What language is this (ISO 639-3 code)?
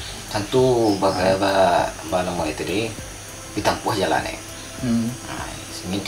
min